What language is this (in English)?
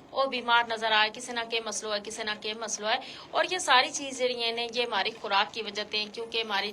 Gujari